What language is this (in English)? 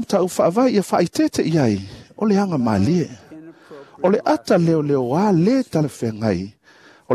Samoan